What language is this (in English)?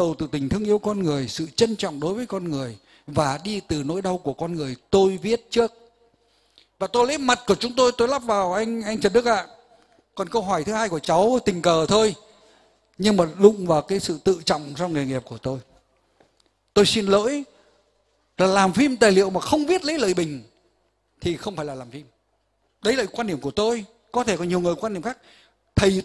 Vietnamese